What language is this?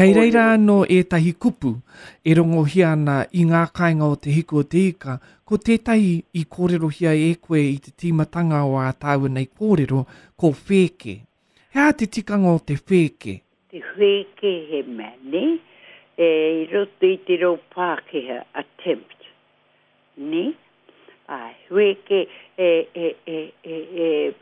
Māori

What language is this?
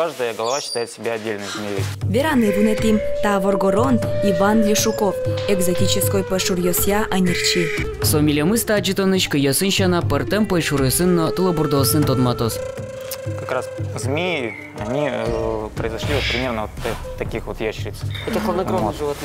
Udmurt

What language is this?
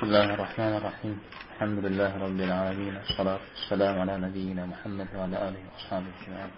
Kabardian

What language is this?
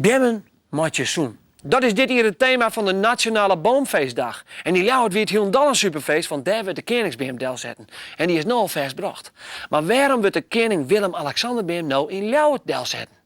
Western Frisian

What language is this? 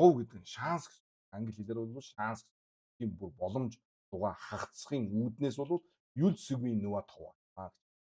Mongolian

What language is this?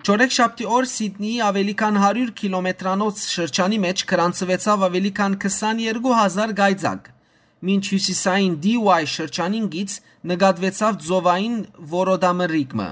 Western Armenian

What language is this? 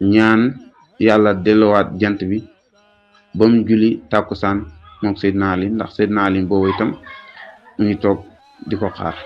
Wolof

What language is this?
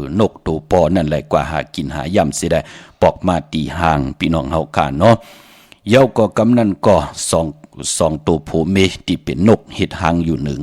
Shan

